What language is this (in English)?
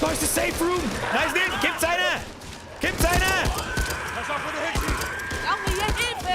Bavarian